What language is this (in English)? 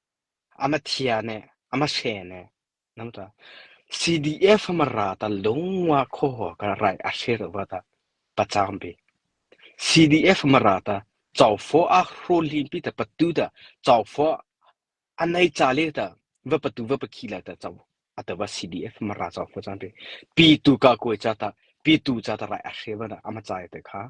Mara Chin